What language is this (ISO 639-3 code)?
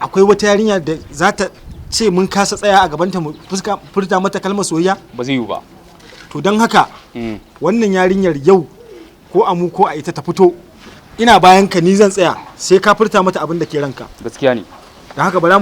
hau